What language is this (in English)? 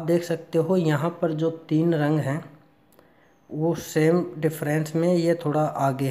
Hindi